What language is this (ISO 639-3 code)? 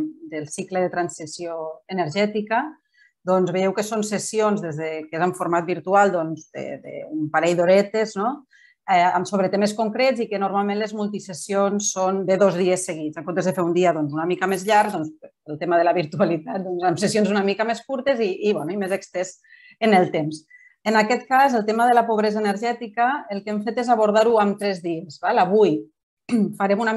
cat